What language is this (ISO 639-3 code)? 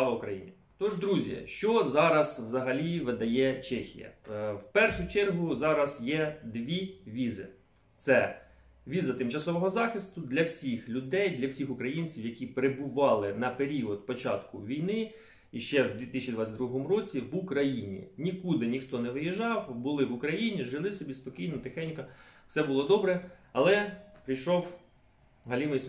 ukr